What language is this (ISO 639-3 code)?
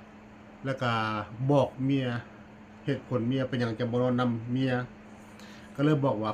tts